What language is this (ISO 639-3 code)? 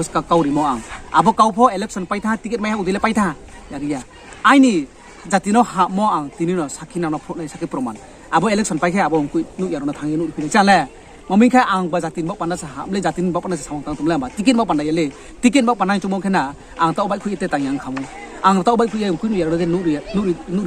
ria